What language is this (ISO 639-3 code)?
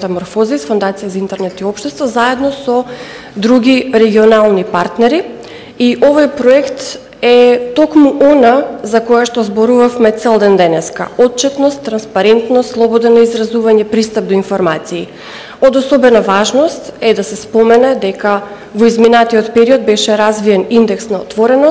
mkd